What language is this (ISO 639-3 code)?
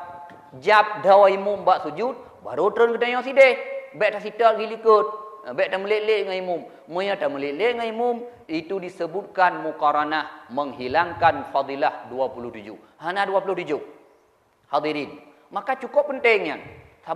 ace